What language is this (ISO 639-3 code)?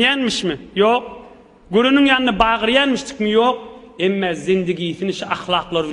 tuk